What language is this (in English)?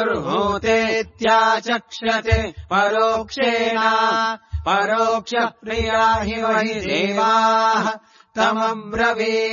Sanskrit